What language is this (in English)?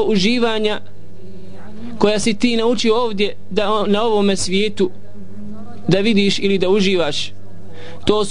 Bosnian